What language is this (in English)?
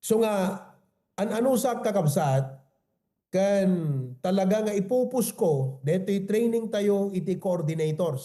Iloko